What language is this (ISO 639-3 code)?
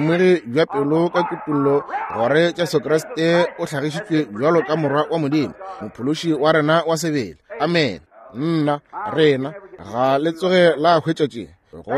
nso